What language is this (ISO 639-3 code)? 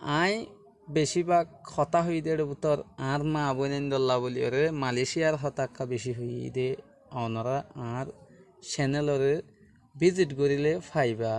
rhg